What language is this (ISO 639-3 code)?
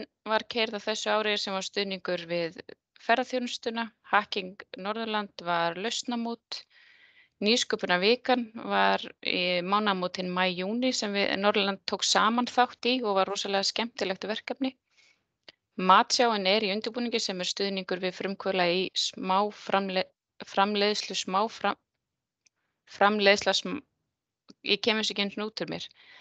isl